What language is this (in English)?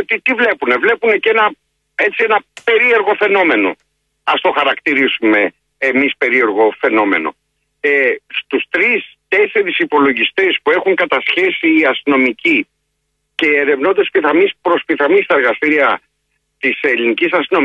Greek